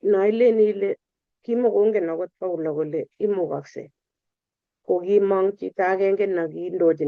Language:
Kalenjin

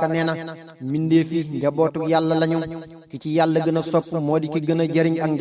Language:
Wolof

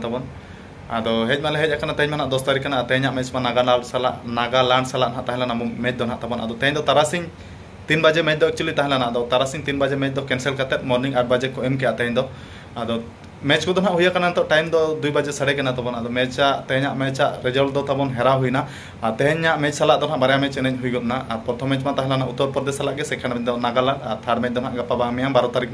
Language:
Santali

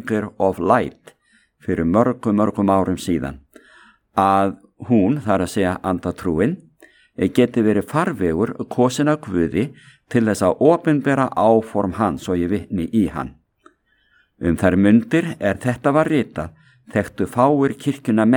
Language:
Icelandic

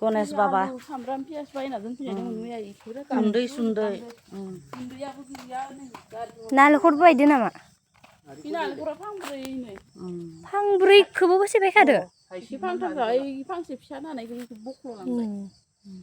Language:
Bodo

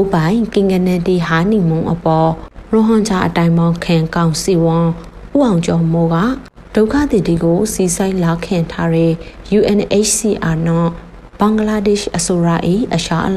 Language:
Burmese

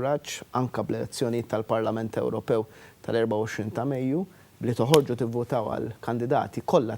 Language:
Maltese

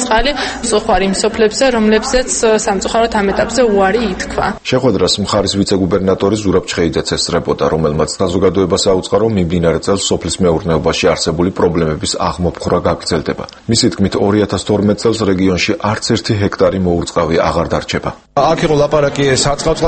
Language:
Georgian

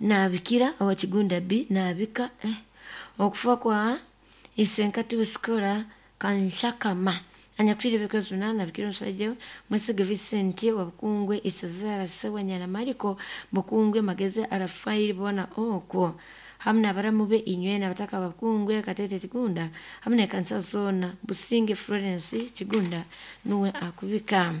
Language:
Nyankole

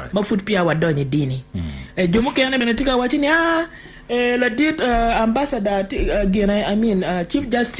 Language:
Acoli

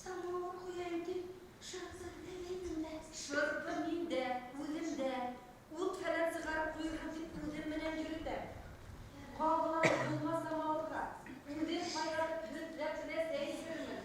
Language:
Bashkir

